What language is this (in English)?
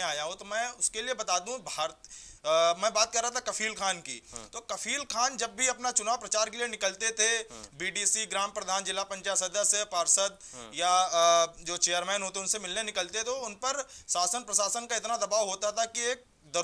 Hindi